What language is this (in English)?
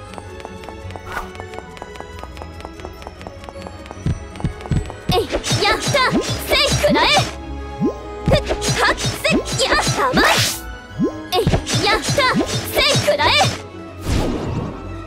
Japanese